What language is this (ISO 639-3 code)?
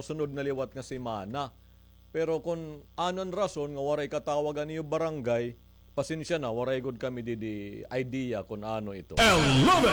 war